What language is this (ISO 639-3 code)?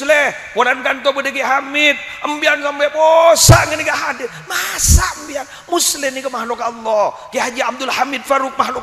mad